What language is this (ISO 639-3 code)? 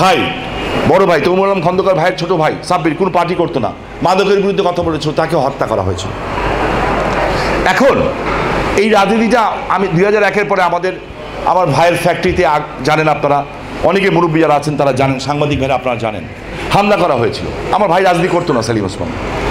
ben